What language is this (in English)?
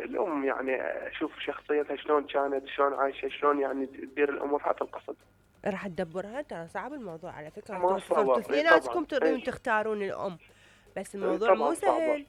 Mesopotamian Arabic